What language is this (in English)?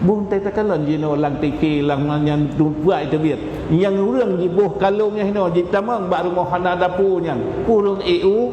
Achinese